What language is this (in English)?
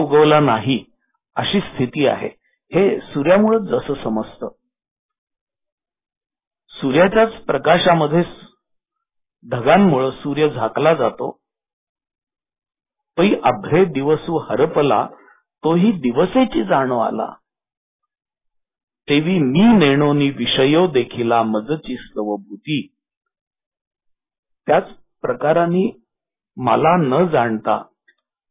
Marathi